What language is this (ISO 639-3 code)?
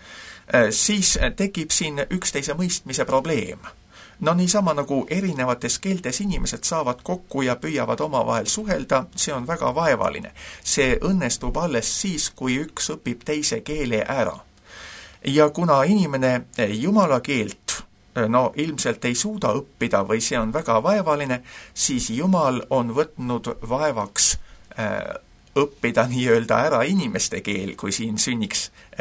est